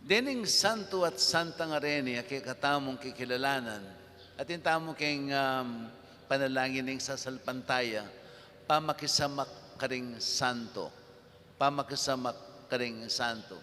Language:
Pampanga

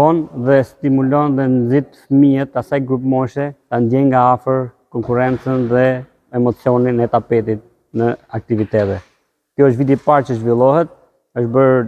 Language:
Albanian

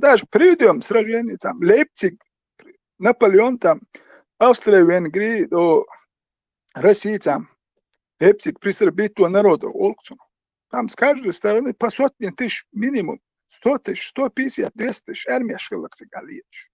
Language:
Chechen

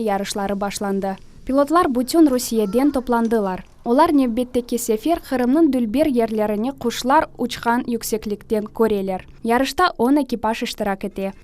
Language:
Crimean Tatar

